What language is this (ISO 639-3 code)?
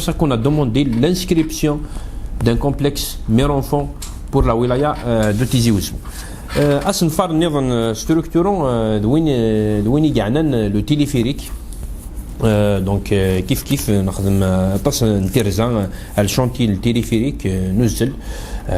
kab